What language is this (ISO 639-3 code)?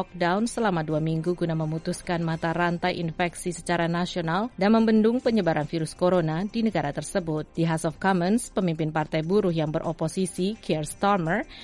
ind